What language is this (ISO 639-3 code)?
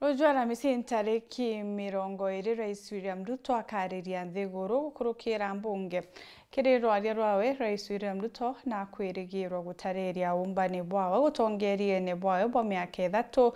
mer